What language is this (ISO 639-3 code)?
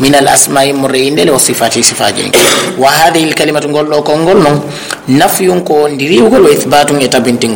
ful